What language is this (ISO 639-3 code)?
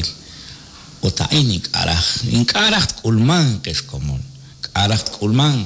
kek